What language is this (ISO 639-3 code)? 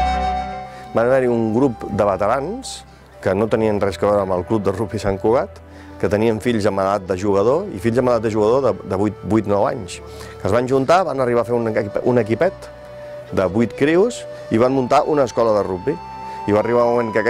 cat